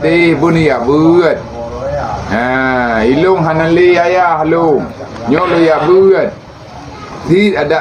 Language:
Achinese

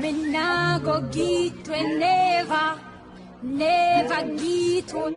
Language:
Jamaican Creole English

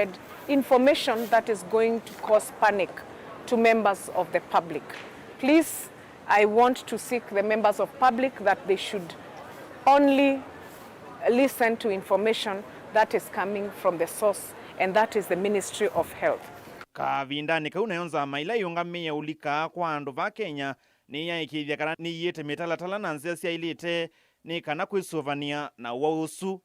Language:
Kamba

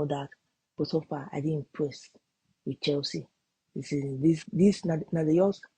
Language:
Nigerian Pidgin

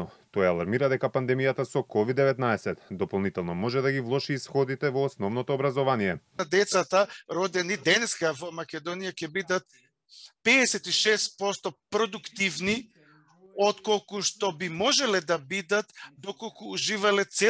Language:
Macedonian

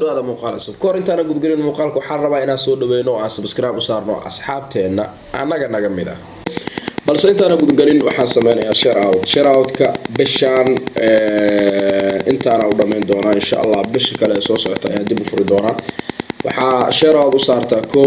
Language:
Somali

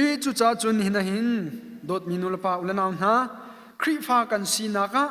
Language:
Hakha Chin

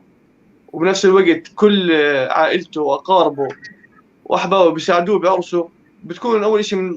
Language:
North Levantine Arabic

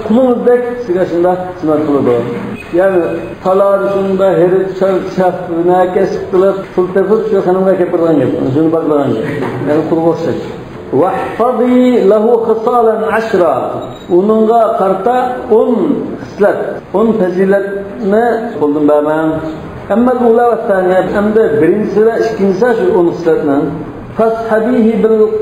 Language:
Uyghur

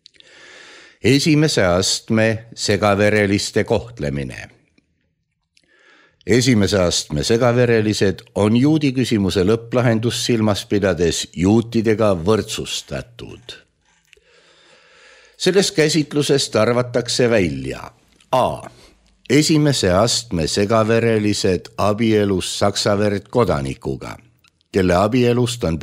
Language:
Estonian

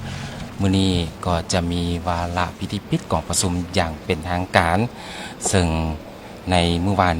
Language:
Lao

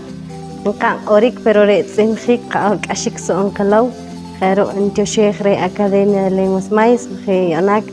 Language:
Poqomchi'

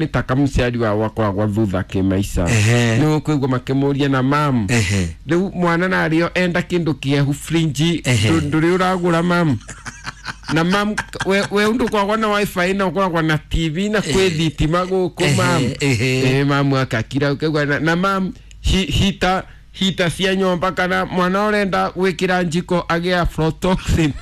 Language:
Kikuyu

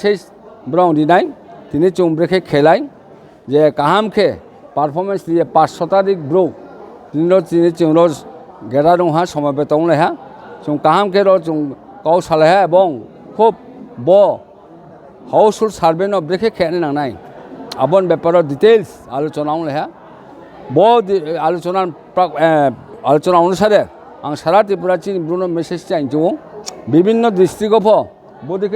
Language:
Riang (India)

